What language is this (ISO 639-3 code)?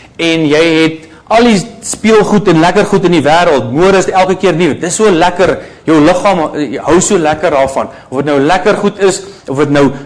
afr